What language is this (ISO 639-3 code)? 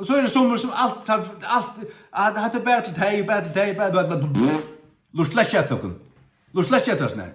fao